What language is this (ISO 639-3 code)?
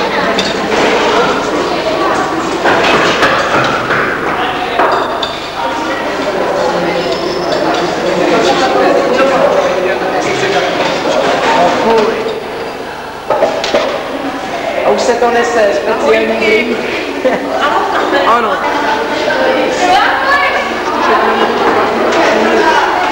ces